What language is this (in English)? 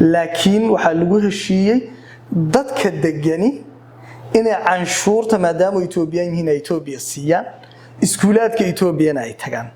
Somali